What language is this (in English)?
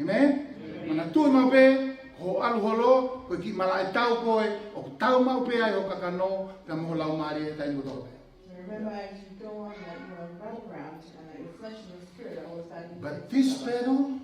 Tongan